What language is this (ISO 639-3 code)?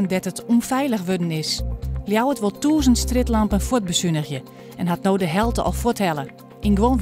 fry